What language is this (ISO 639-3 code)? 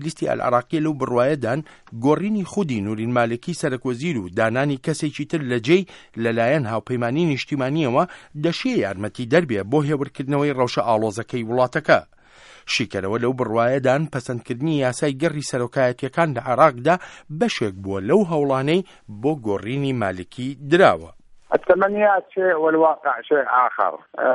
ckb